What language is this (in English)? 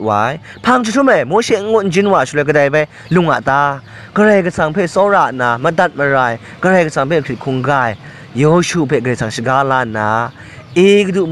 Kachin